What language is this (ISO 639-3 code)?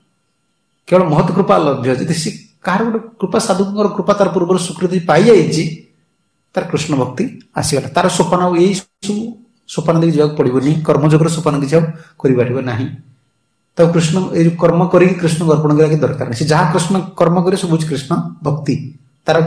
ori